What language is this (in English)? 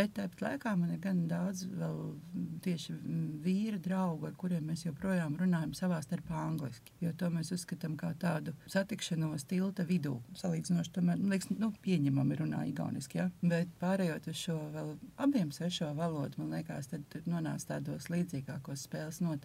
Latvian